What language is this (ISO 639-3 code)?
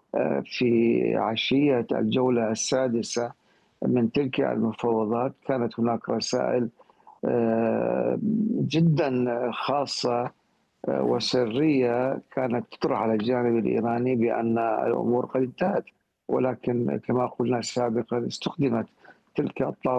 ara